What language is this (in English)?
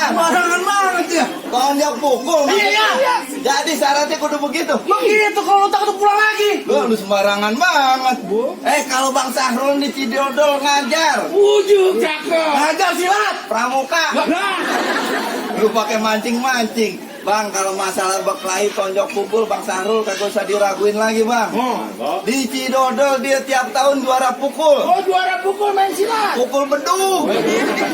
Betawi